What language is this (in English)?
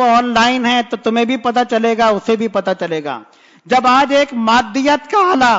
Urdu